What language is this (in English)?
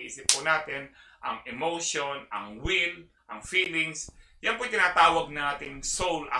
Filipino